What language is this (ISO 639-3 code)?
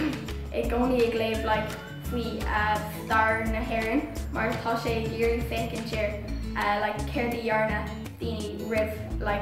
gle